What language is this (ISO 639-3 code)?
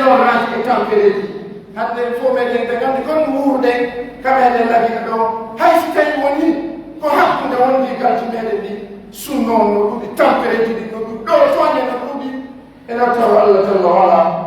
fuf